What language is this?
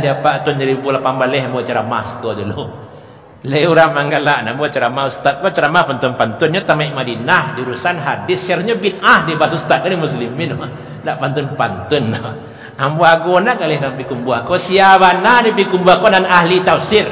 Minangkabau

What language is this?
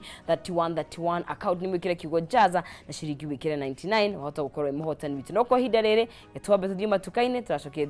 Kikuyu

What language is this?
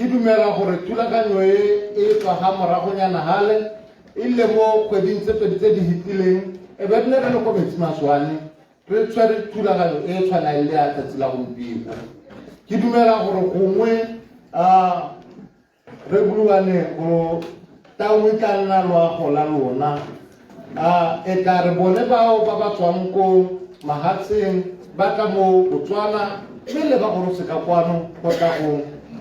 Tswana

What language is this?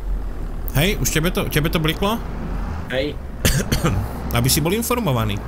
Slovak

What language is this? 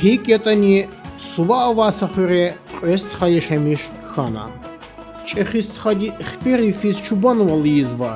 Lezghian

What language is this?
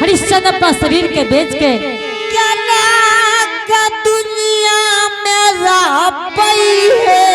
Angika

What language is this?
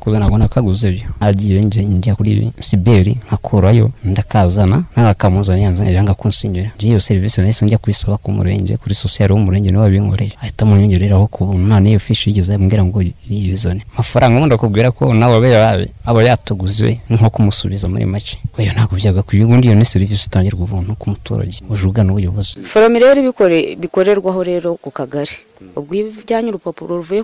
Kinyarwanda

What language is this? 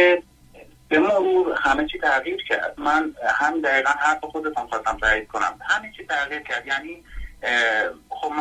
Persian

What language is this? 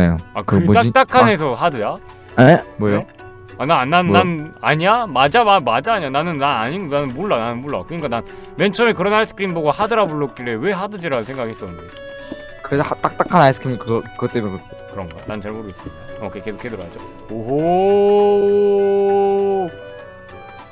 Korean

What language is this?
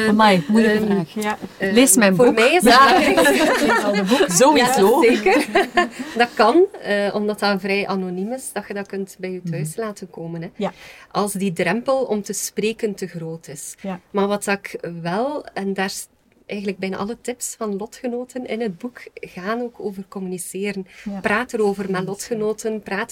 Dutch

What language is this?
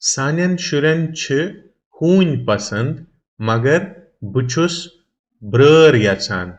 Kashmiri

